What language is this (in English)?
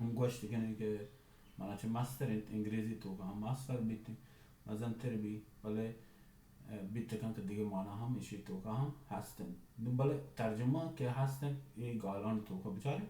Baluchi